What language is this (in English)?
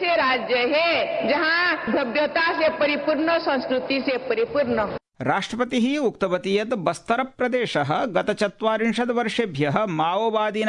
Sanskrit